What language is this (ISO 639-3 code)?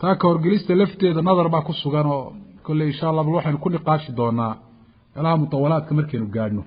som